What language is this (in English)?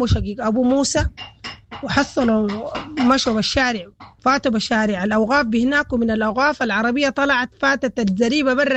Sudanese Arabic